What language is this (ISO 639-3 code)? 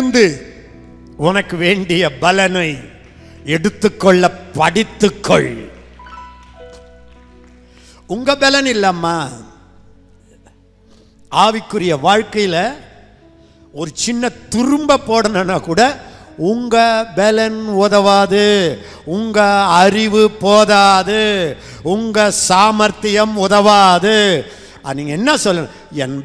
tam